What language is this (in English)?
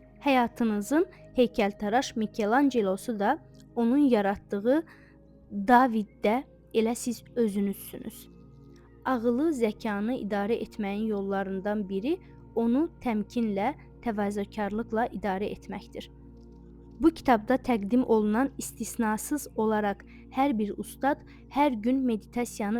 Azerbaijani